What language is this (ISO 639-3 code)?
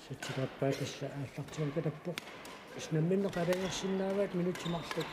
kal